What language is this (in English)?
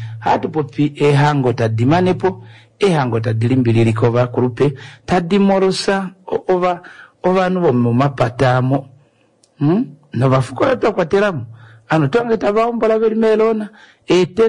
Kuanyama